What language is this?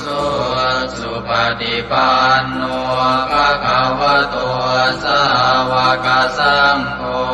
Pali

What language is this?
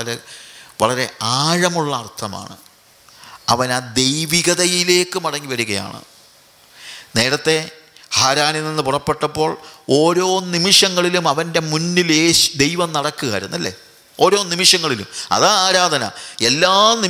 Malayalam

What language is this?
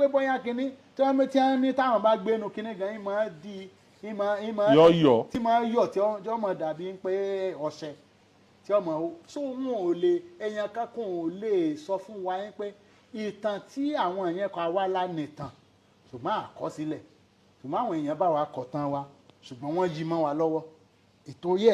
Yoruba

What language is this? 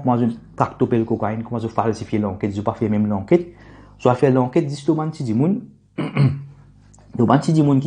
Morisyen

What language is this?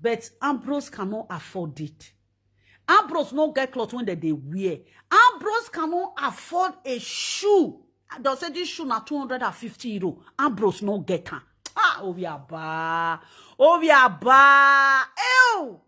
Nigerian Pidgin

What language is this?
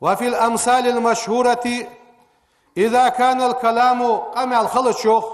Ingush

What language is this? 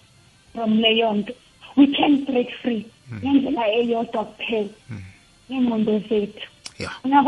South Ndebele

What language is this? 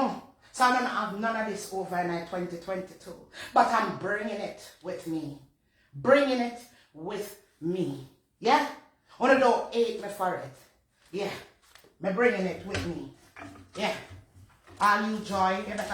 Jamaican Creole English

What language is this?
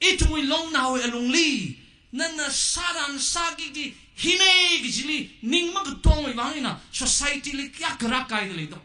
Tangkhul Naga (India)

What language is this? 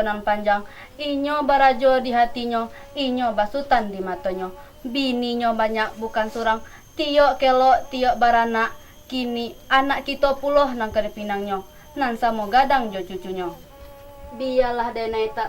Minangkabau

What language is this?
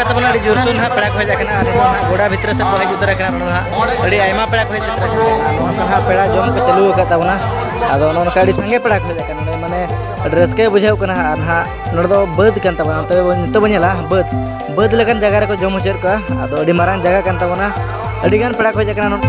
Santali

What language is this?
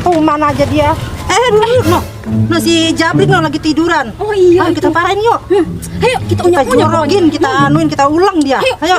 Betawi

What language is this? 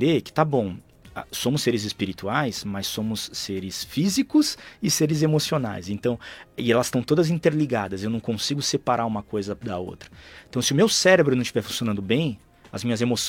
Portuguese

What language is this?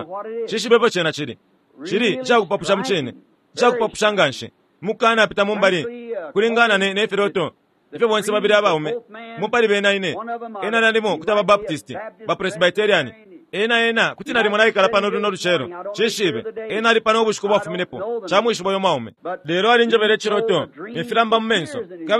Bemba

